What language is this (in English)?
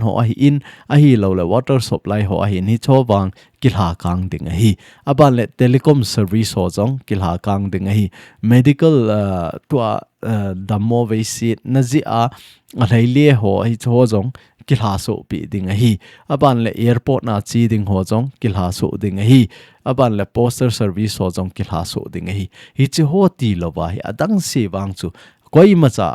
Thado Chin